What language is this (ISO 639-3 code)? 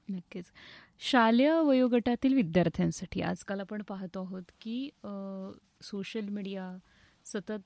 mar